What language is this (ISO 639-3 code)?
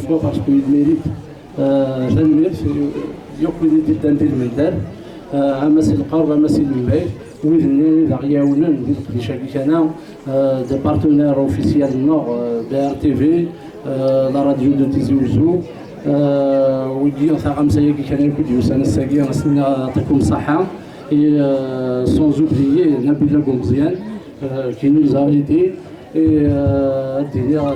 kab